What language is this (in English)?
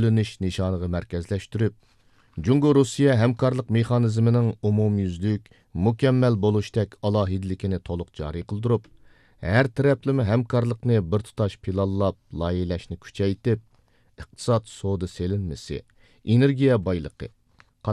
Uyghur